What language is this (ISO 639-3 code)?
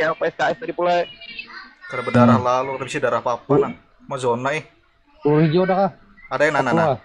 bjn